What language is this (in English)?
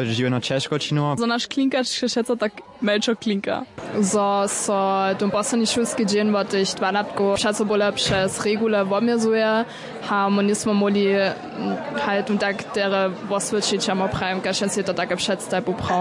Upper Sorbian